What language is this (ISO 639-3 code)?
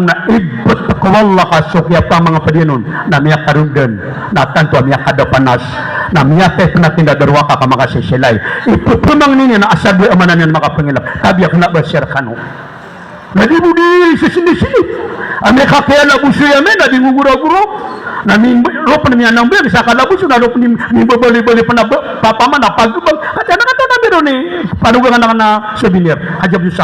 mrw